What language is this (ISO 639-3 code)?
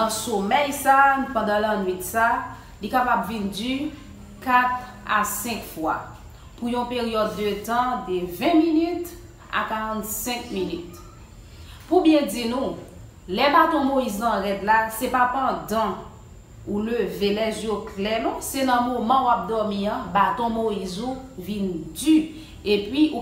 hat